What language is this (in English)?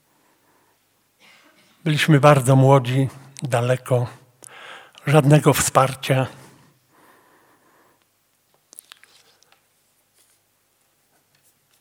Polish